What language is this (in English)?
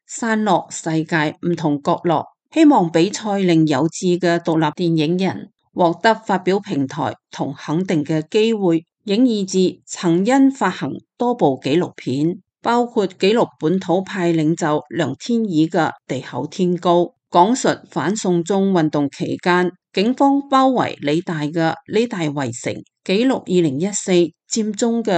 Cantonese